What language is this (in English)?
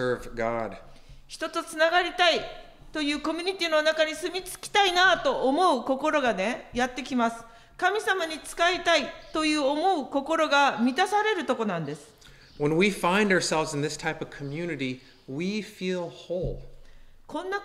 Japanese